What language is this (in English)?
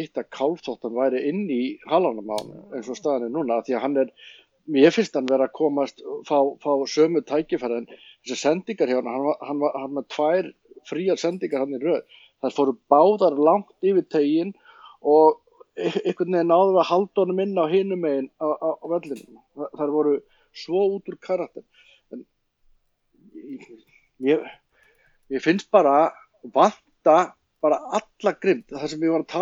Icelandic